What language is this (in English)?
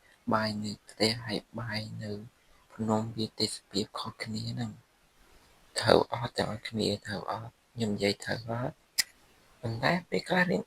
Khmer